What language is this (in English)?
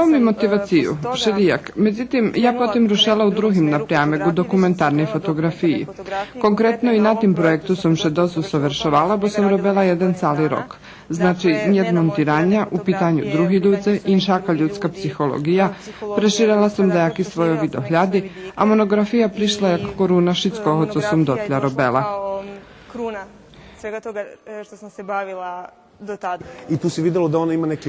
Rusyn